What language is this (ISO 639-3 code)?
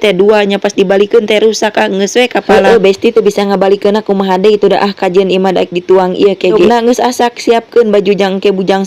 sun